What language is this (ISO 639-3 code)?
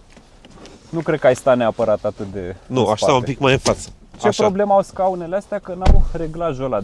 ron